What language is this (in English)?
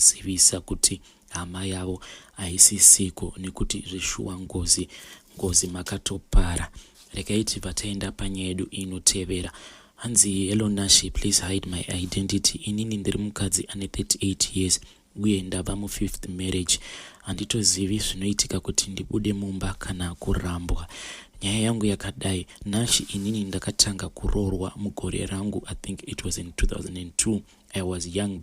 Shona